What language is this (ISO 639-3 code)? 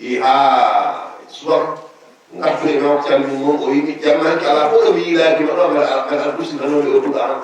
ful